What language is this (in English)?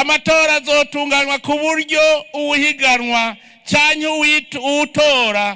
Rundi